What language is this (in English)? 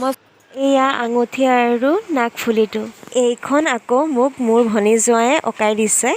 Assamese